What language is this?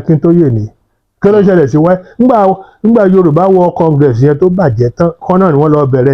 Yoruba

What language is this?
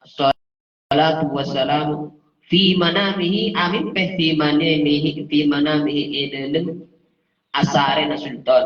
Madurese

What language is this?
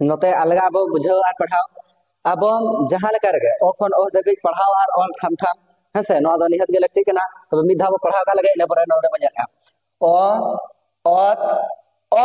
Santali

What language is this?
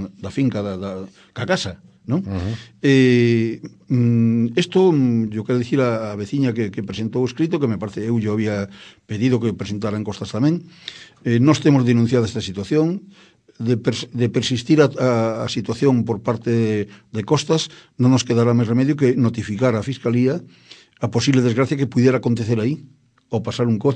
Galician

